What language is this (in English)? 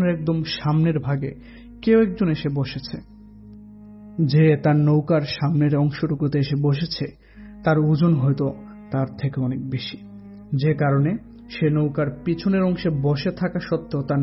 Bangla